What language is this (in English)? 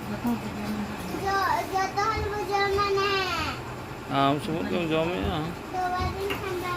Santali